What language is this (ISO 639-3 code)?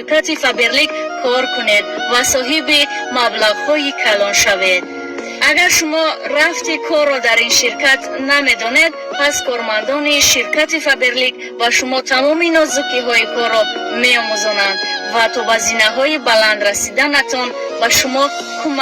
tgk